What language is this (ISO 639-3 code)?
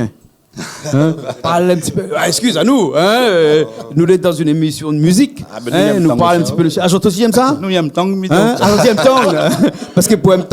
rcf